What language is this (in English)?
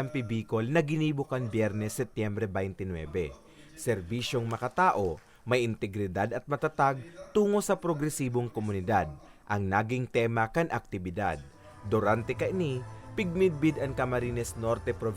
Bikol